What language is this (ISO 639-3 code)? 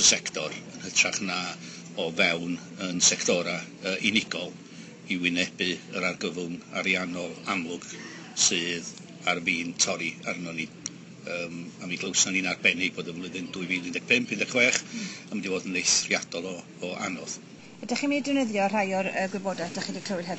cym